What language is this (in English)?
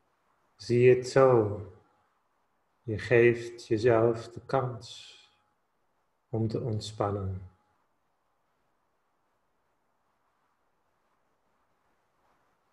Dutch